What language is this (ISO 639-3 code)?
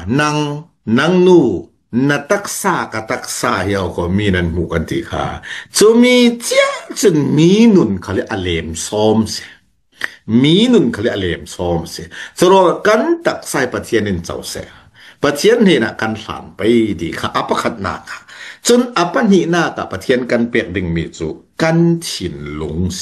cfm